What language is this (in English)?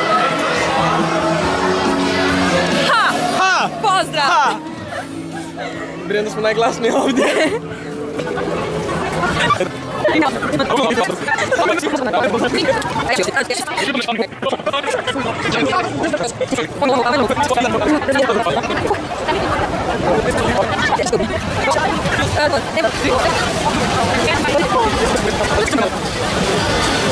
Croatian